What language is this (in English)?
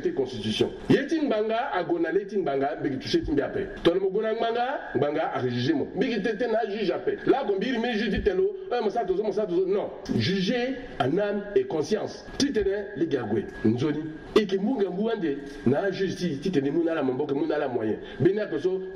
Sango